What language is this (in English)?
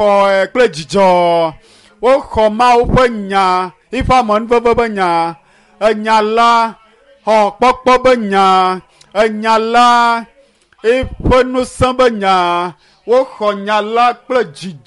Ewe